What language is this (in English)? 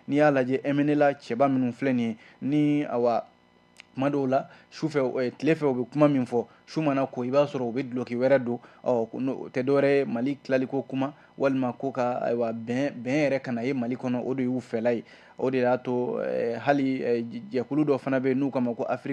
Bambara